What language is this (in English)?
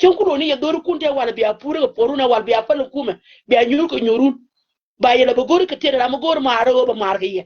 Nuer